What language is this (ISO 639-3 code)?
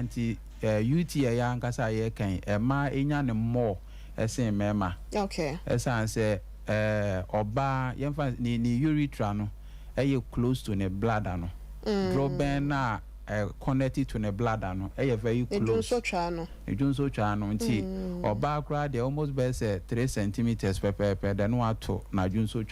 aka